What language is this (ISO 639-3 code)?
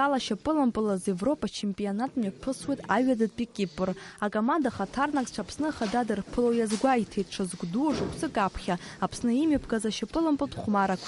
abk